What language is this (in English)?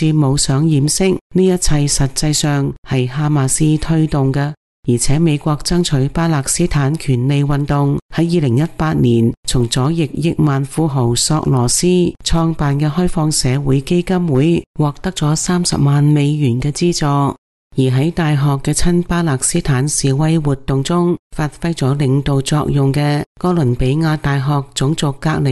Cantonese